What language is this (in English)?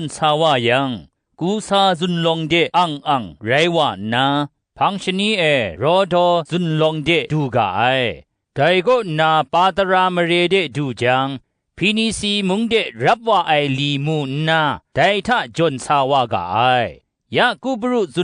Kachin